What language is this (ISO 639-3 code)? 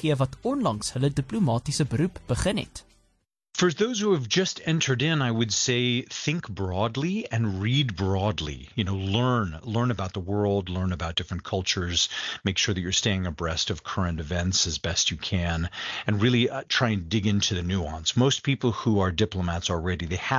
afr